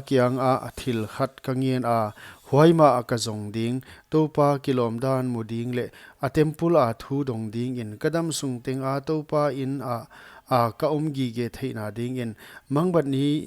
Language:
Paite Chin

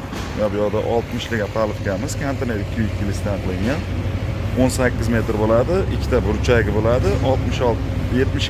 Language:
Uzbek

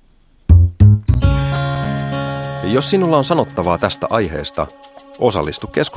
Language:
Finnish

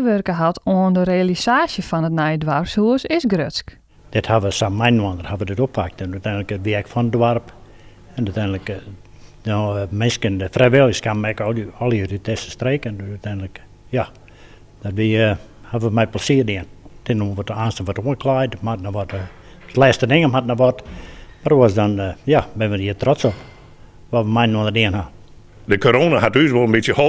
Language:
Western Frisian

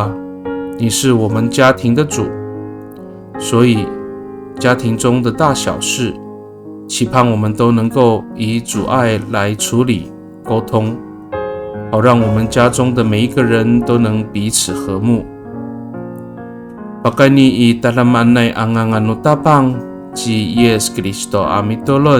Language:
Amis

